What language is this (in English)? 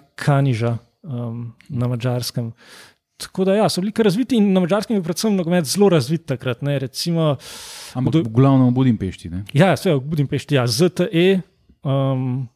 Slovenian